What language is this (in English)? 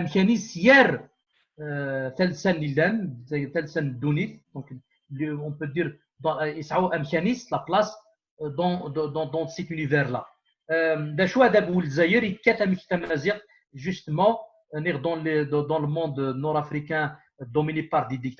Kabyle